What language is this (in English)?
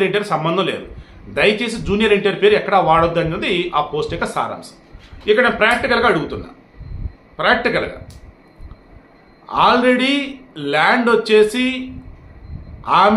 Telugu